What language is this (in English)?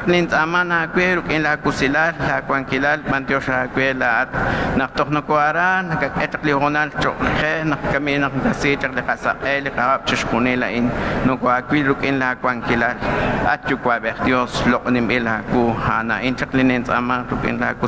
Kekchí